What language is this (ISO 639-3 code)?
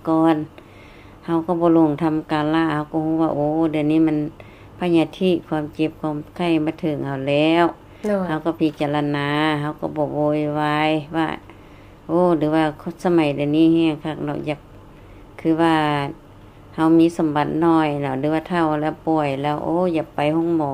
lao